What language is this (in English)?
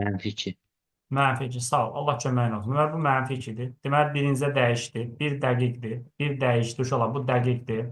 Azerbaijani